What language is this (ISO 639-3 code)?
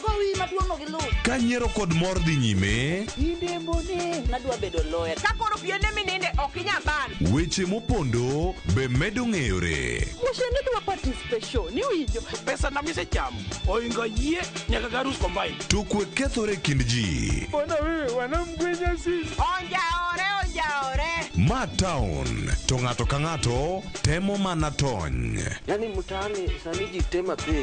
luo